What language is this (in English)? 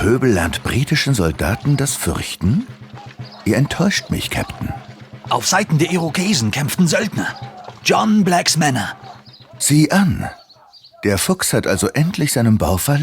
Bavarian